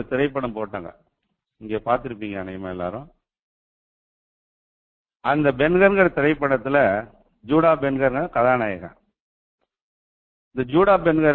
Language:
Tamil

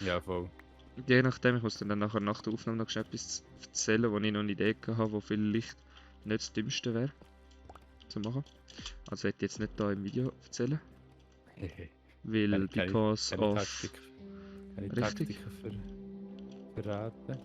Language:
Swiss German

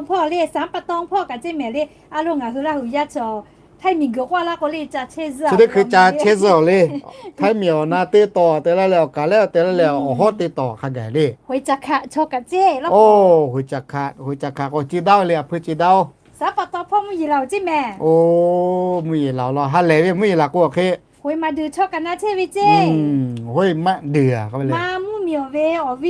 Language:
Lahu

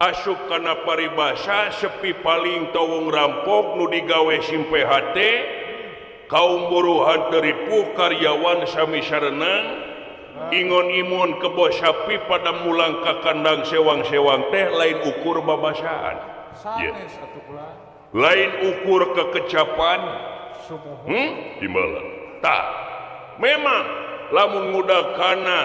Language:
Sundanese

